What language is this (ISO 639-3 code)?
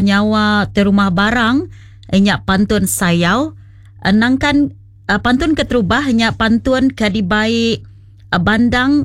iba